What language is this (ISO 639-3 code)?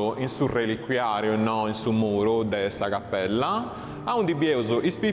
srd